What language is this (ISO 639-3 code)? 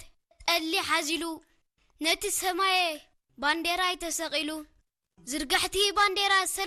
tir